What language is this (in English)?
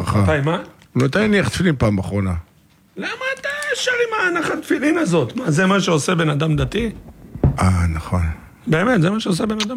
Hebrew